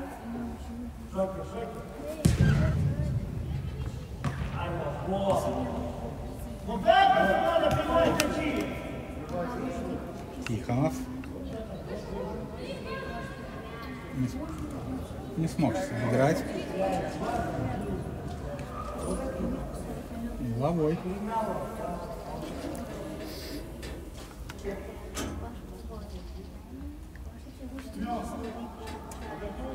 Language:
Russian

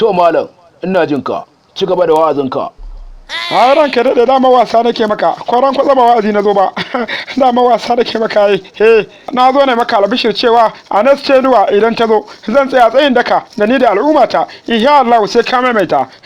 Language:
Hausa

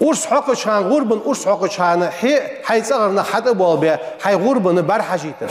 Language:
Ingush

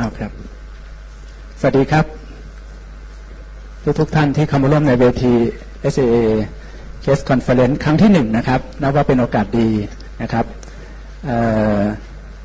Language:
Thai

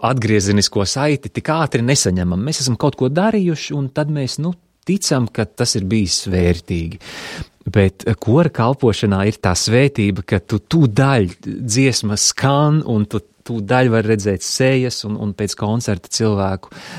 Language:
Latvian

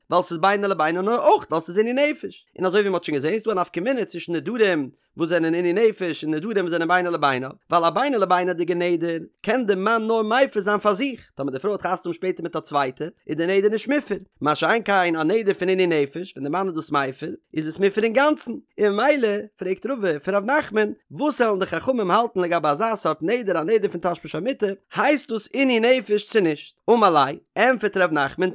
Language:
Yiddish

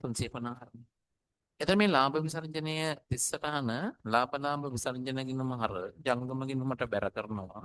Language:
Sinhala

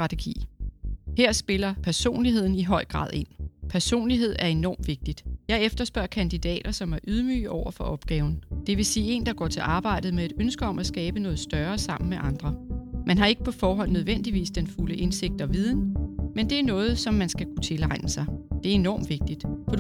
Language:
Danish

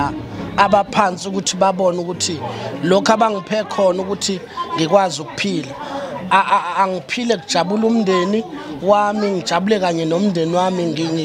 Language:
Zulu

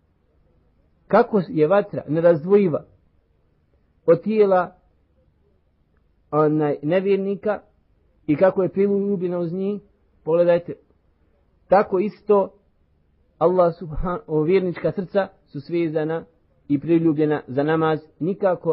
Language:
Bosnian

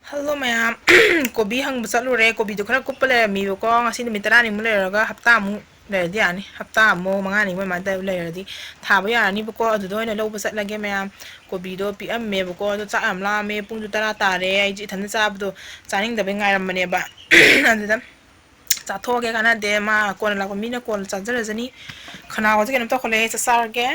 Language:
Manipuri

